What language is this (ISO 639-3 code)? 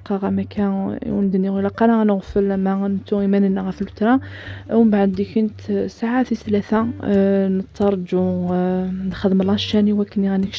kab